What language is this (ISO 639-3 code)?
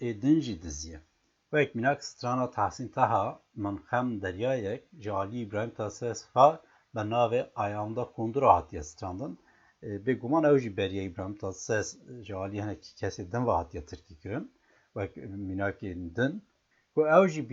kur